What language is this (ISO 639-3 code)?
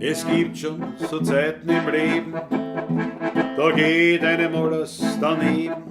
bar